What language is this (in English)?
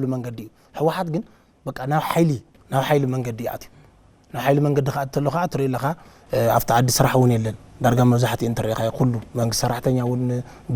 Tigrinya